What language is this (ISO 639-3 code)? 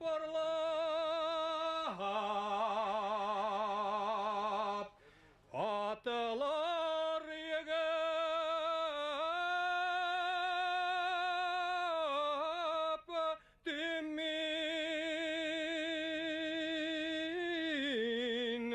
bak